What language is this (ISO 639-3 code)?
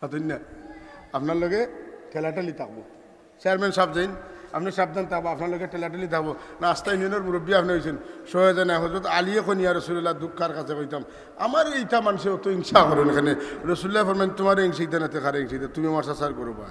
syl